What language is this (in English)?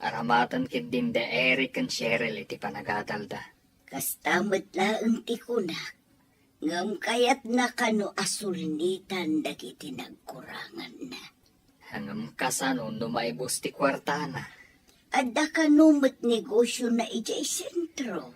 Iloko